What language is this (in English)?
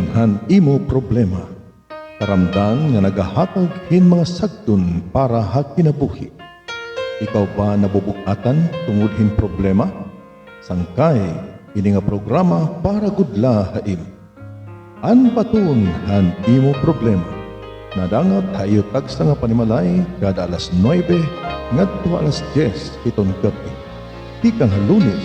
Waray